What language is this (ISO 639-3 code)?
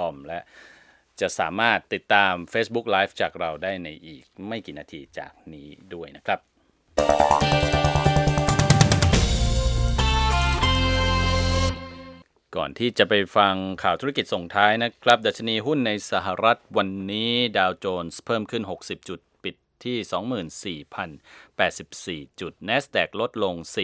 tha